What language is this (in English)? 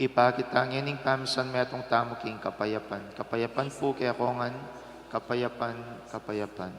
Pampanga